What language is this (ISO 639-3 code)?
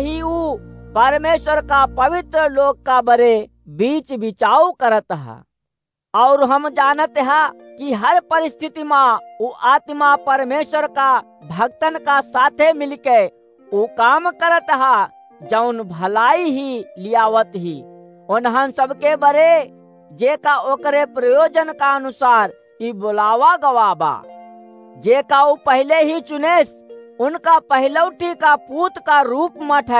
awa